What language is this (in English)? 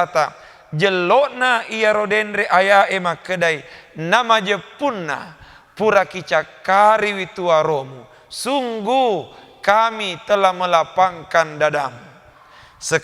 Buginese